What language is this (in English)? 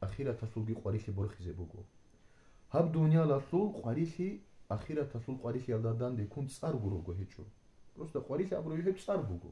Avaric